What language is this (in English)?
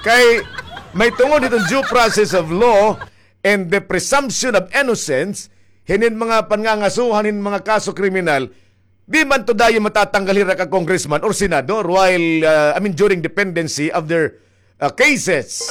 Waray